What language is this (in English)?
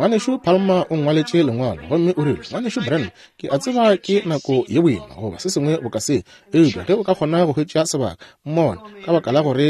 Northern Sotho